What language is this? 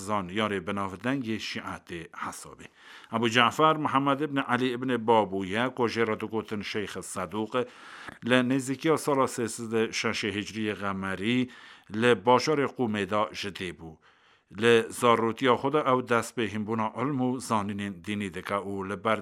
Kurdish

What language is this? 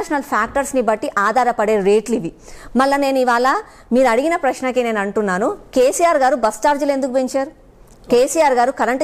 Telugu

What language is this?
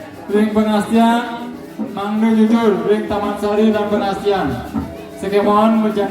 Balinese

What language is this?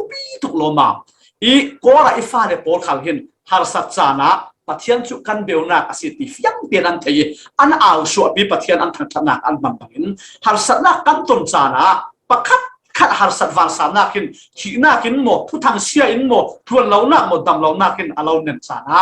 Falam Chin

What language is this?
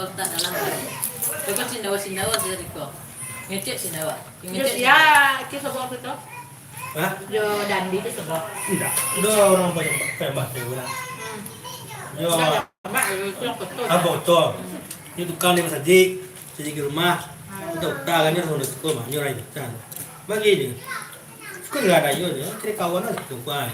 Minangkabau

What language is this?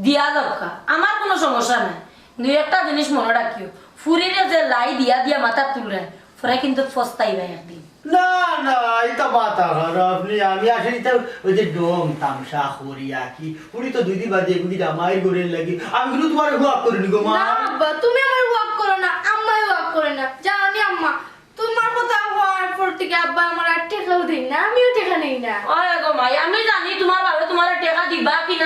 Sylheti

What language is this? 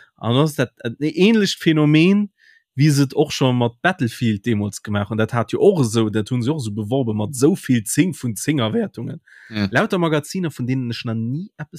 Luxembourgish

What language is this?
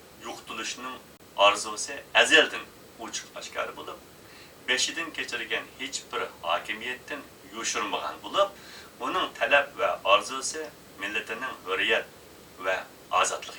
Uyghur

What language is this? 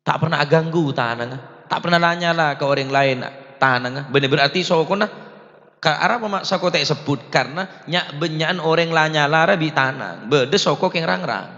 Madurese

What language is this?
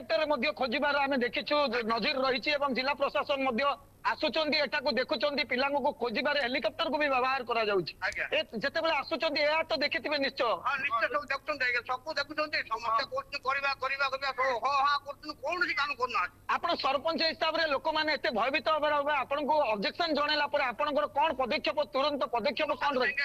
Odia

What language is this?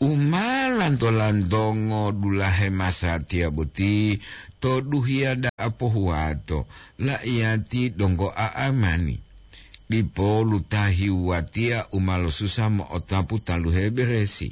Gorontalo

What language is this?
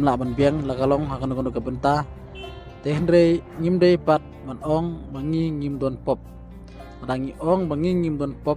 Khasi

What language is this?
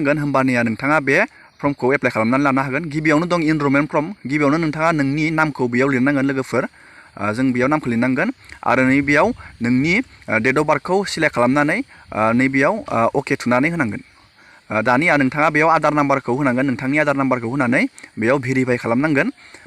Bodo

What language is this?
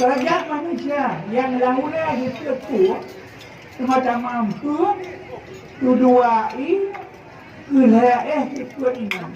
Achinese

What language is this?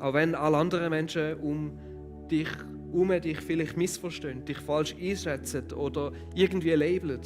Swiss German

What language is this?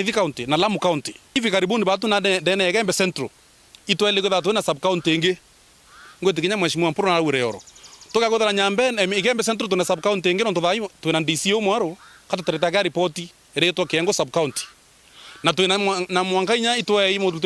Meru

